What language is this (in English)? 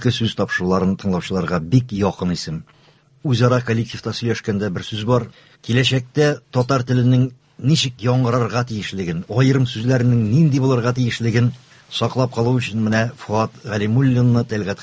Tatar